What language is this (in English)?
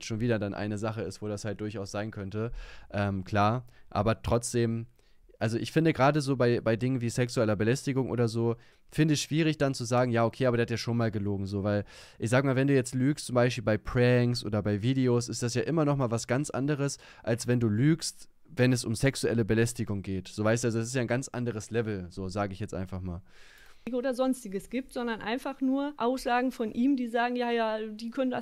German